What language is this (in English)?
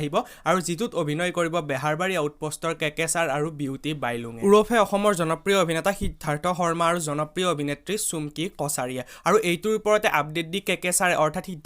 Assamese